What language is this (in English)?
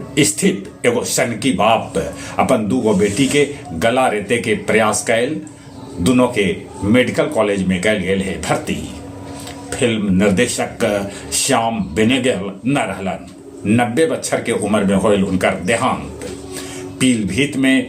Magahi